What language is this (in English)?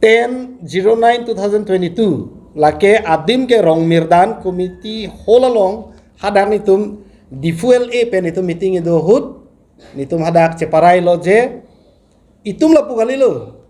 Karbi